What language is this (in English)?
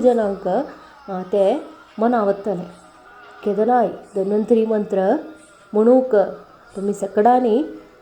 Konkani